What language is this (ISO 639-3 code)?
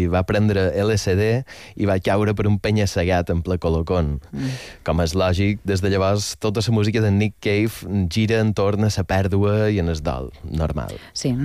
cat